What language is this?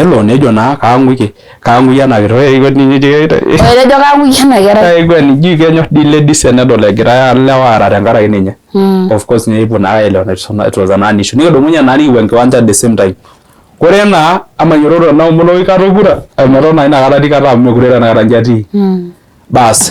Masai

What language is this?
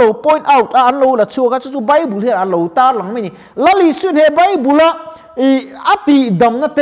Mizo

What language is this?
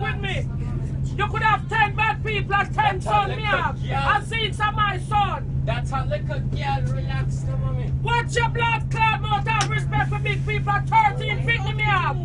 Jamaican Creole English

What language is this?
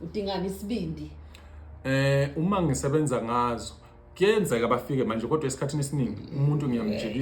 Zulu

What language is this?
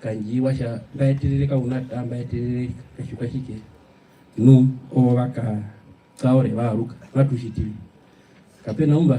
Herero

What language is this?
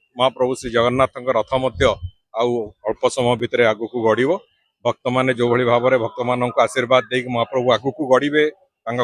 Odia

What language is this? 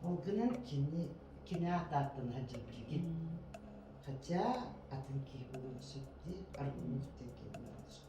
Yakut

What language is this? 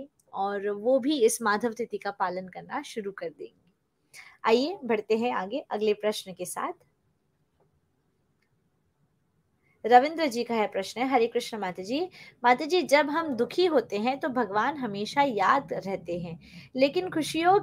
Hindi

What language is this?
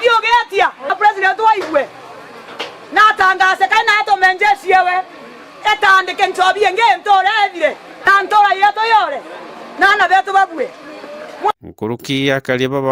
Meru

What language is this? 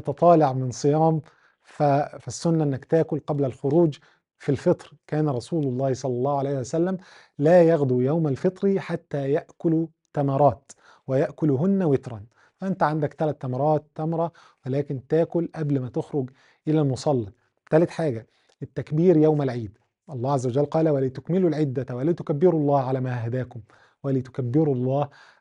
Egyptian Arabic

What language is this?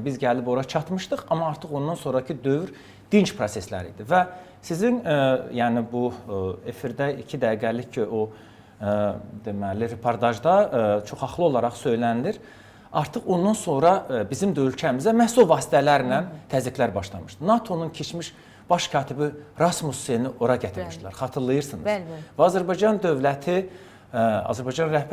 Azerbaijani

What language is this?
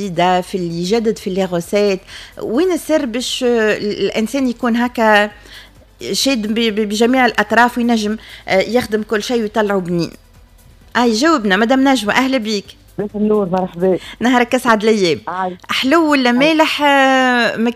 Tunisian Arabic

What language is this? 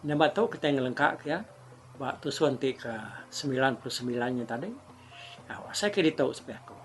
Iban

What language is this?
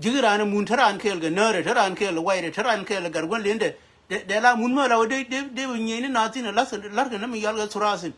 Nuer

